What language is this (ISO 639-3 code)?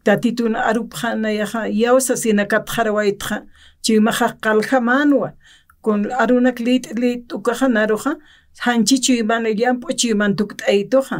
aym